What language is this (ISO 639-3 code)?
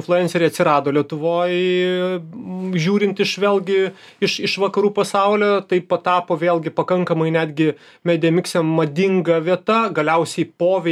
lit